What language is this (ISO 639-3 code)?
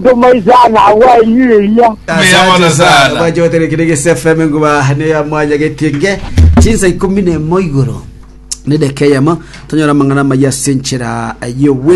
guz